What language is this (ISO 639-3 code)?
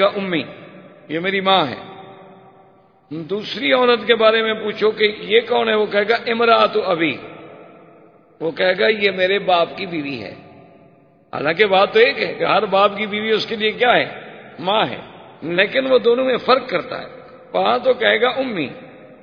urd